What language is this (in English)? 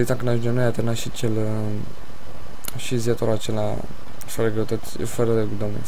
Romanian